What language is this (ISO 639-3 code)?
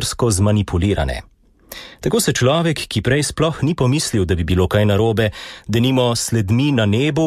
slv